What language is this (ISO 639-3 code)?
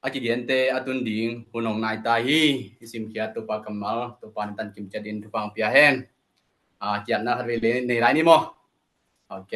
ctd